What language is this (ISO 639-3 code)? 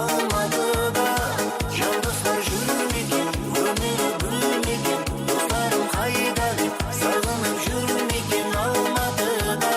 kaa